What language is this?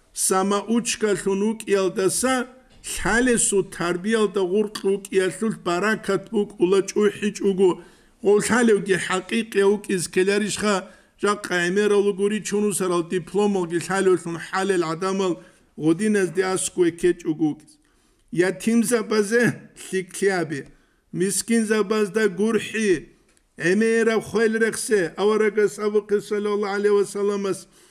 Avaric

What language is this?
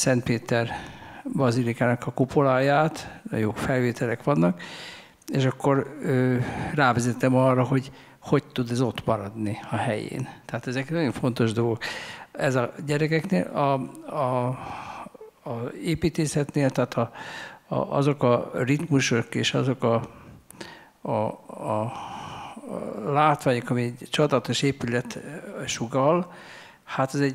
Hungarian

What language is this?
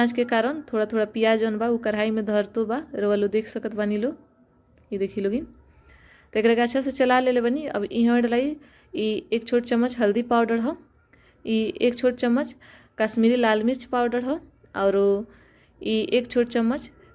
Bhojpuri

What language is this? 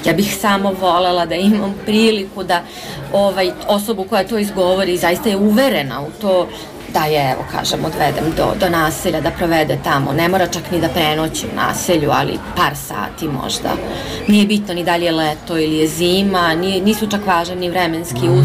Serbian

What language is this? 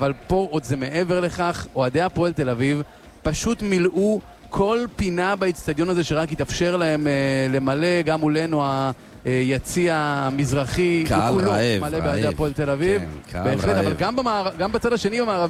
Hebrew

